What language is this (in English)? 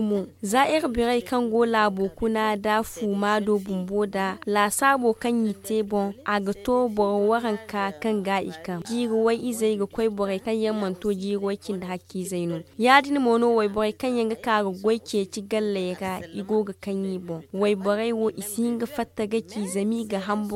Zarma